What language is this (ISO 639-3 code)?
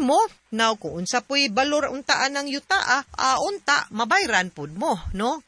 ceb